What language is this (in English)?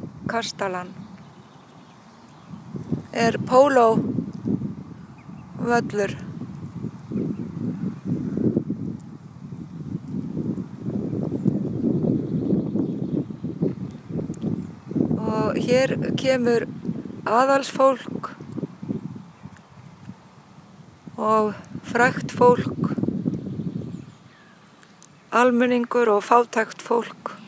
Icelandic